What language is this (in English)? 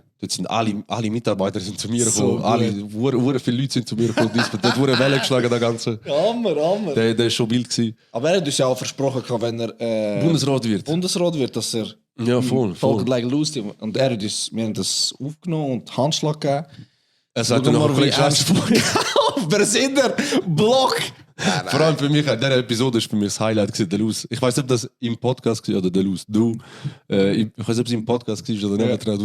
Swiss German